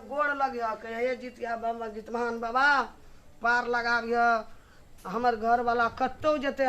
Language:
Maithili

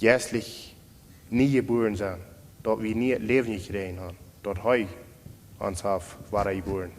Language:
Plautdietsch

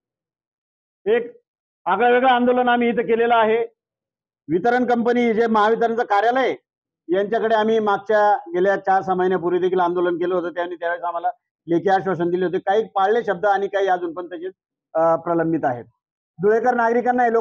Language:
Marathi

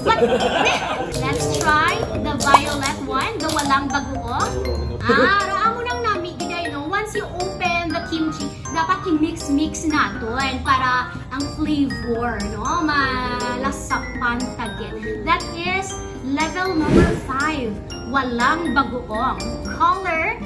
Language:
Hiligaynon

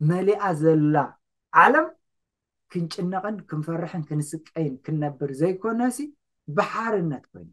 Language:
Tigrinya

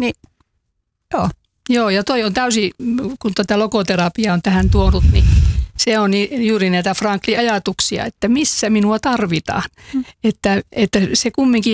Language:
Finnish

